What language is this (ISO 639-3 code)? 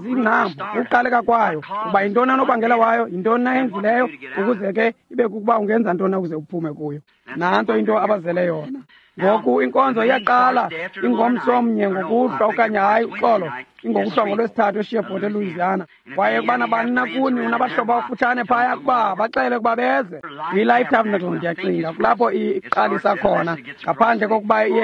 xho